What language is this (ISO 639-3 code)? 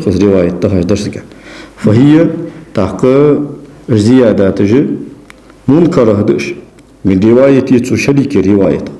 inh